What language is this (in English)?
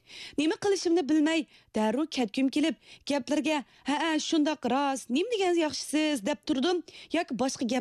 Uyghur